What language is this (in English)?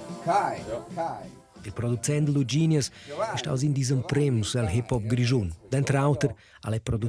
Romansh